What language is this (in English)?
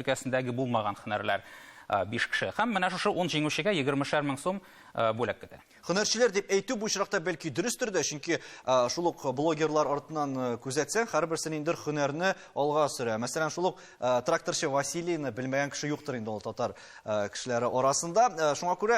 Tatar